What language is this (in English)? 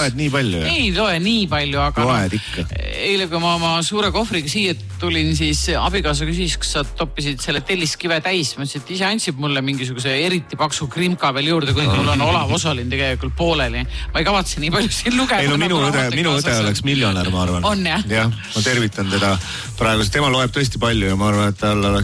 Estonian